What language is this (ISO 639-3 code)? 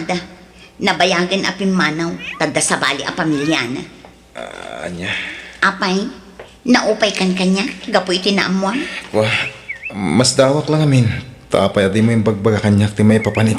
ilo